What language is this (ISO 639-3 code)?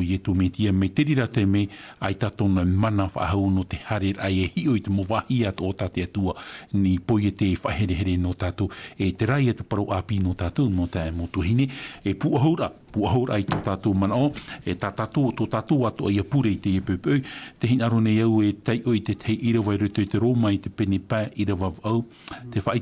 tah